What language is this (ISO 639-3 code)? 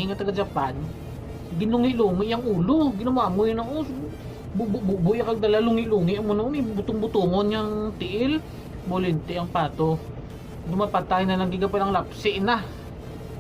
hil